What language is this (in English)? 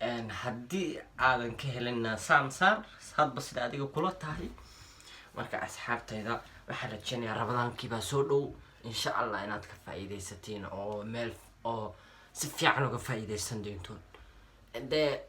Somali